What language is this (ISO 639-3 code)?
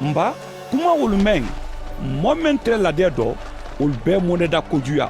man